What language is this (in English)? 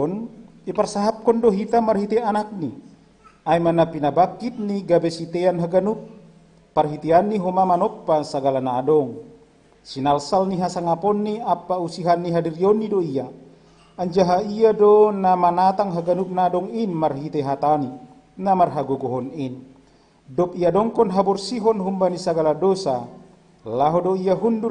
Batak Simalungun